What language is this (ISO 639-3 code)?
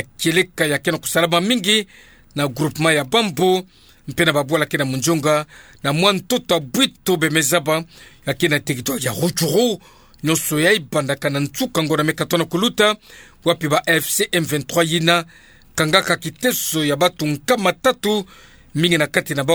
ktu